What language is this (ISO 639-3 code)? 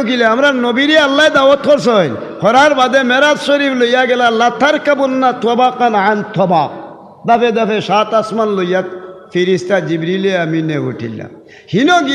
syl